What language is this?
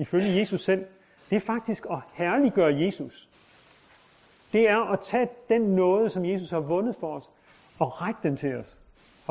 Danish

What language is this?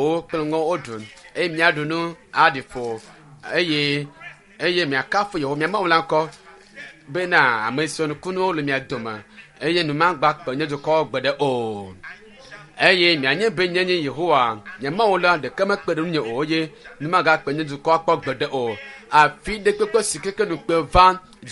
Ewe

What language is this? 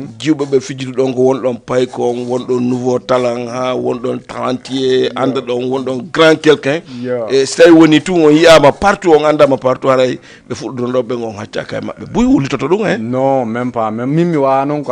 Fula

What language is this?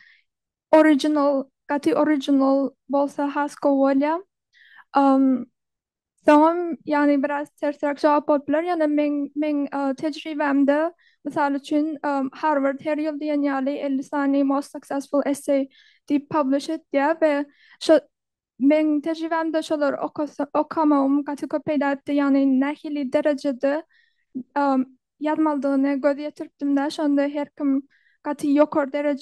Turkmen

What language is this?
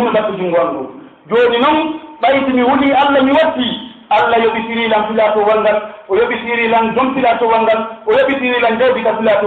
Pular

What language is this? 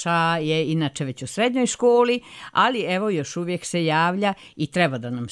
Croatian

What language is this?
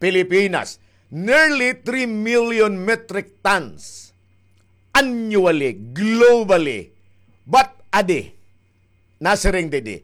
Waray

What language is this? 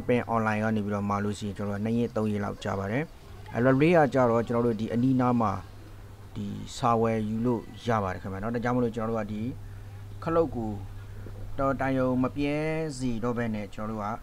Burmese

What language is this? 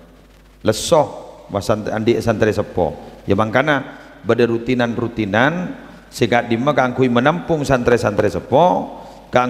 Madurese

